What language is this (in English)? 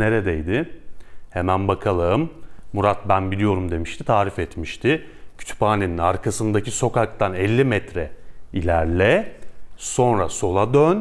Turkish